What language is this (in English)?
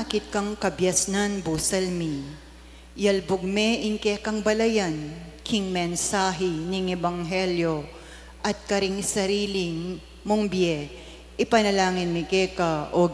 Pampanga